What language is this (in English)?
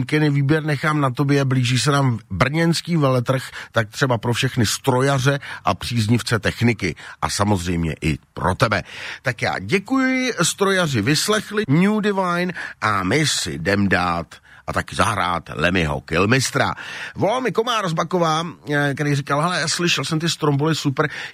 Czech